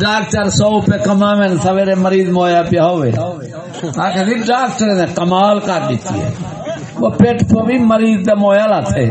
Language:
Saraiki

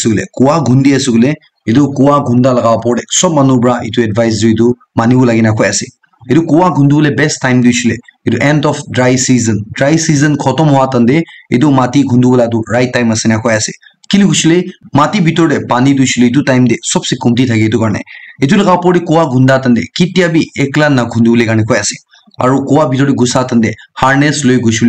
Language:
Naga Pidgin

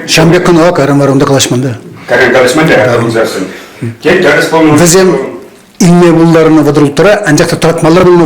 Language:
Chuvash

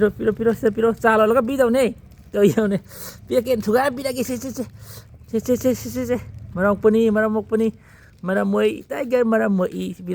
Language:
Manipuri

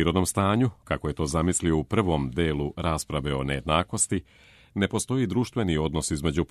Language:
Serbian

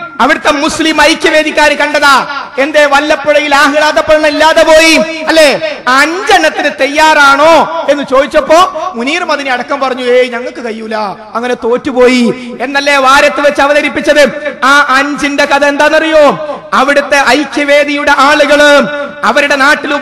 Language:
Malayalam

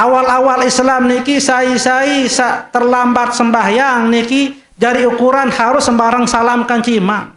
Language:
Sasak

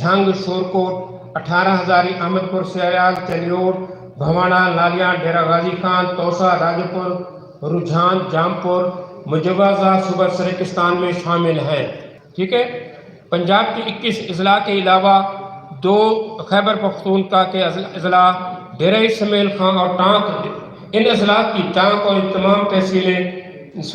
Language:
Saraiki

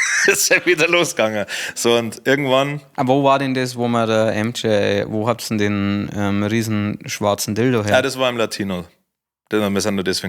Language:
Bavarian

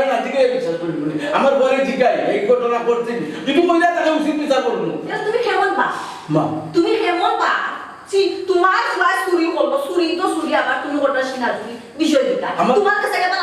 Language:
Sylheti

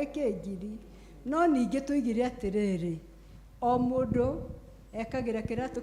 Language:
Kikuyu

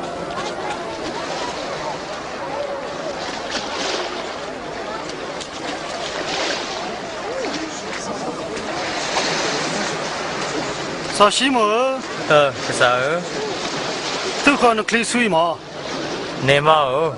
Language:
S'gaw Karen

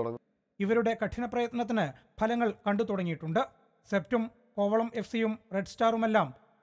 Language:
Malayalam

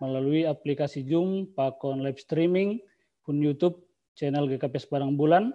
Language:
Batak Simalungun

